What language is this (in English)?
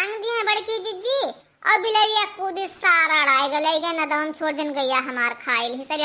Awadhi